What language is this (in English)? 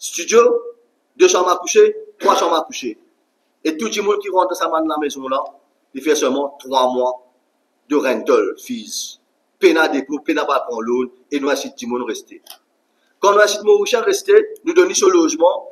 Morisyen